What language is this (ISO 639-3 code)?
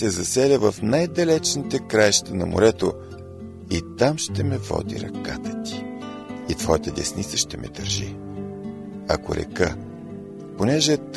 bul